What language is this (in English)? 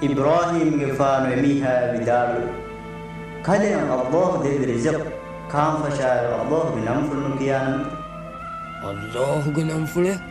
Divehi